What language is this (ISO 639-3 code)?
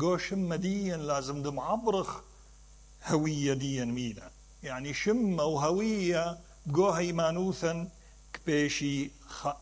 acm